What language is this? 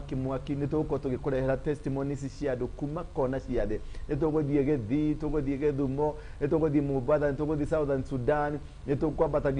Kikuyu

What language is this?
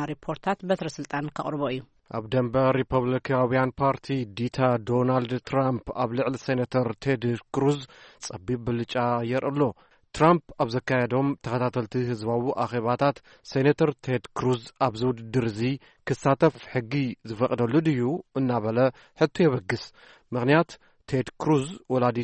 Tigrinya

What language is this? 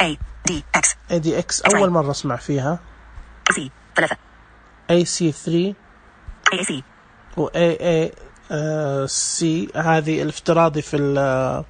Najdi Arabic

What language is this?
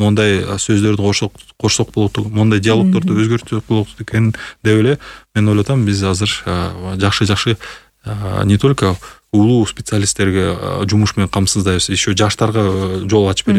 Kyrgyz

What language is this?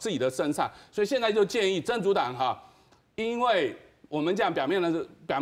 Min Nan Chinese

